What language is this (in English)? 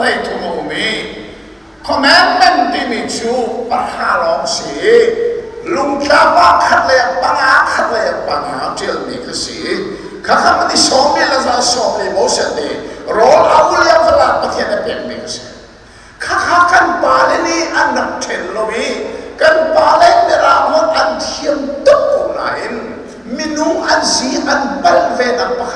Hakha Chin